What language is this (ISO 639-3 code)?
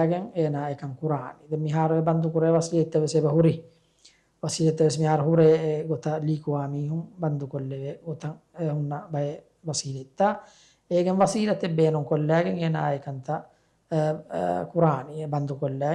div